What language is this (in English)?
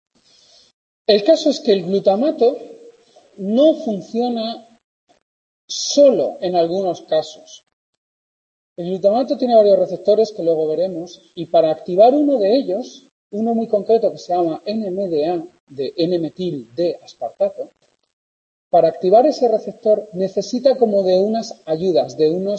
Spanish